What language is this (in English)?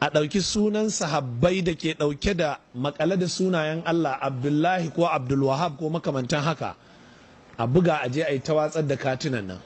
Hausa